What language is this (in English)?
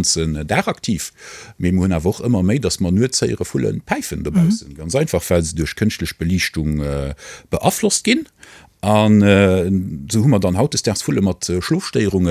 Luxembourgish